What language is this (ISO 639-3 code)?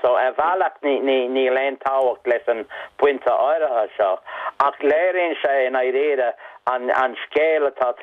gle